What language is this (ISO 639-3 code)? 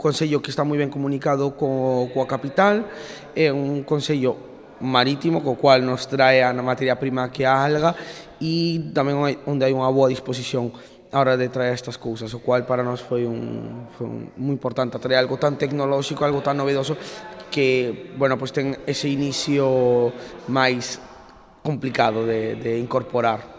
glg